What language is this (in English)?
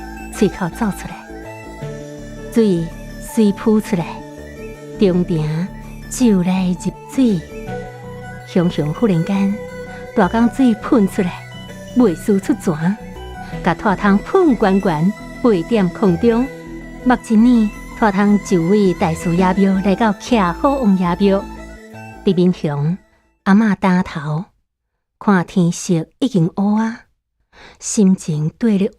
Min Nan Chinese